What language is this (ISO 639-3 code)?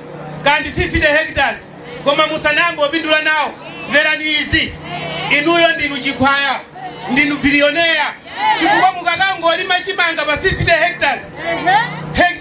nya